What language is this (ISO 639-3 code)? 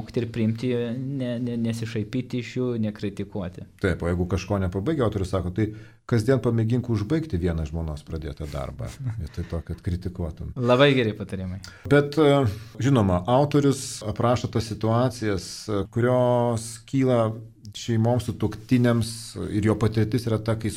lit